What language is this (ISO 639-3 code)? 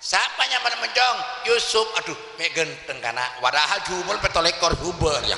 mad